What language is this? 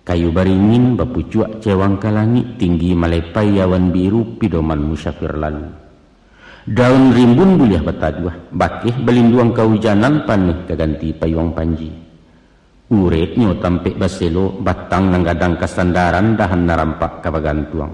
Minangkabau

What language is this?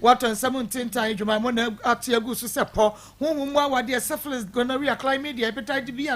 Akan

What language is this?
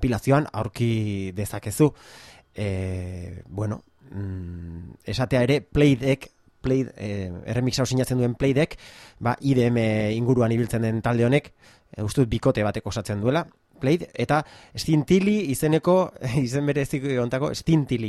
Basque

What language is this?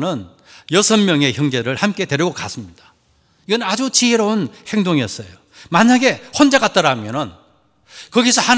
Korean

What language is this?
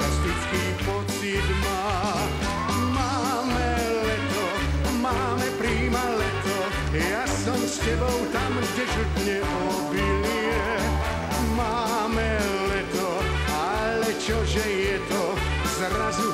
Slovak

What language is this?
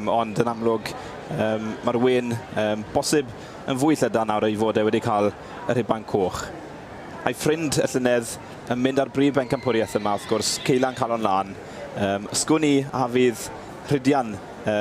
Welsh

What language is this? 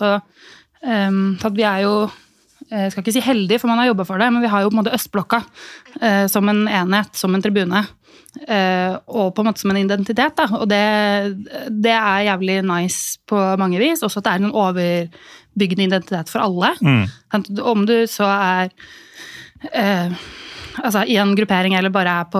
Norwegian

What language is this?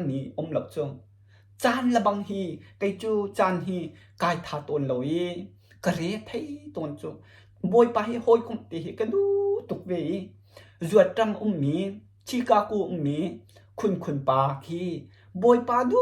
Hakha Chin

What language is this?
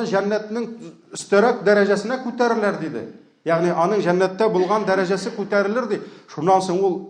Tatar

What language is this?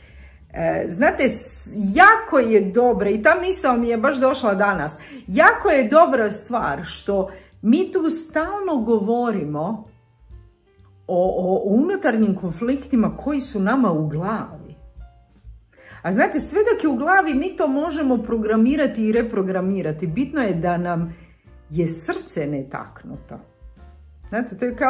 Croatian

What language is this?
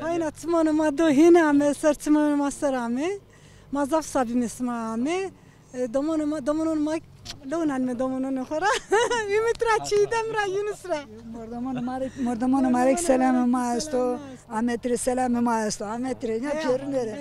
Zaza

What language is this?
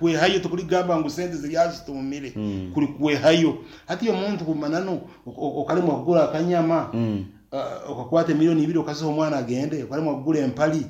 Nyankole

